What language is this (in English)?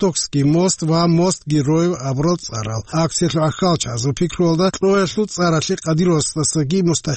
Avaric